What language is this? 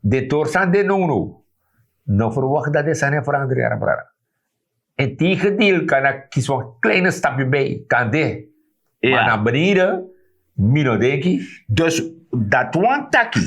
Sranan Tongo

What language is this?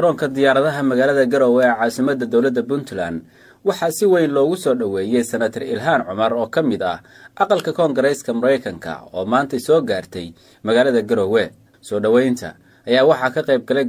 Somali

